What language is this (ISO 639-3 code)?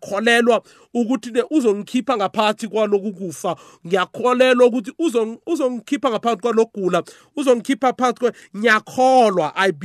nbl